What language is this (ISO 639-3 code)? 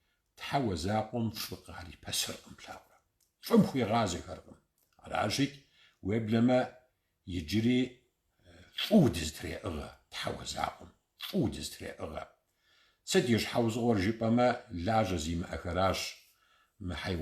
kbd